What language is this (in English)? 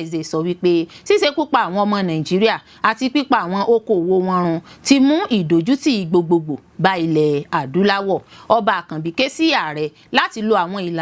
Yoruba